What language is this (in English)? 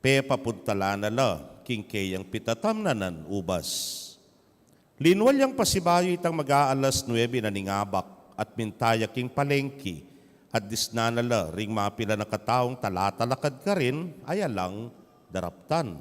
Pampanga